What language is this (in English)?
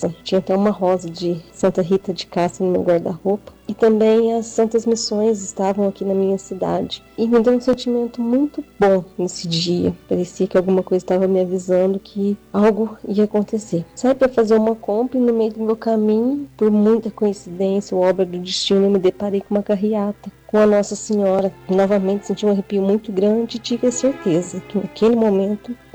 Portuguese